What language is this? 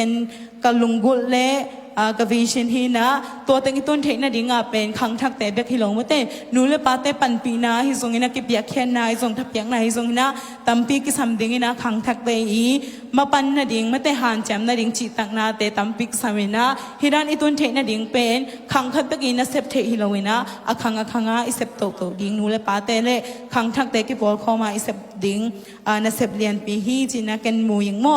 Tedim Chin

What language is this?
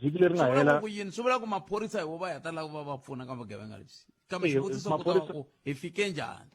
Tsonga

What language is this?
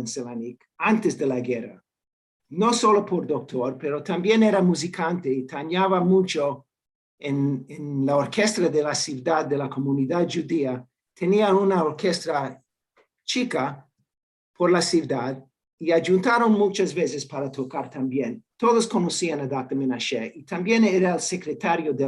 Ladino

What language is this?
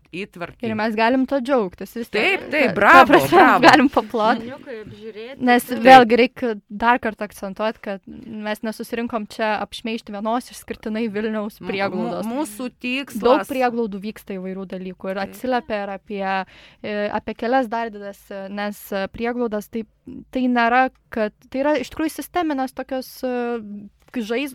Lithuanian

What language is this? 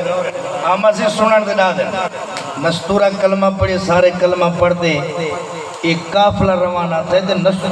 Saraiki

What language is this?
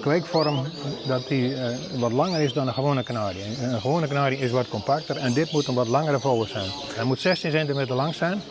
Western Frisian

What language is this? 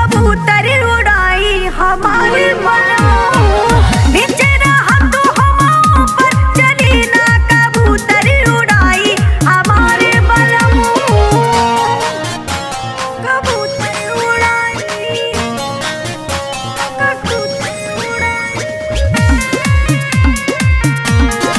Bhojpuri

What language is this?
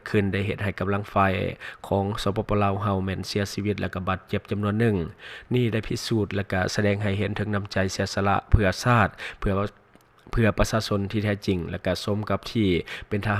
Lao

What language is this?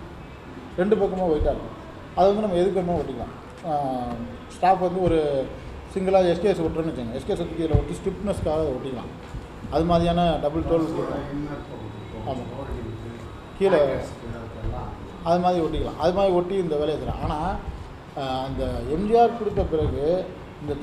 Tamil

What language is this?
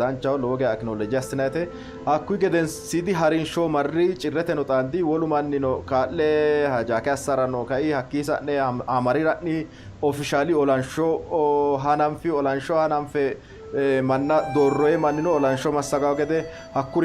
Sidamo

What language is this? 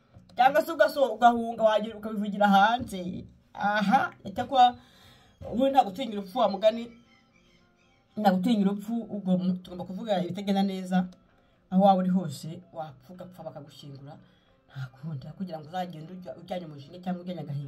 Kinyarwanda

